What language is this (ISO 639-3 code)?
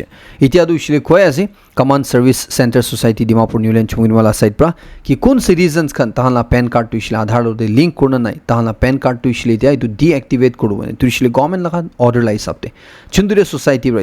nag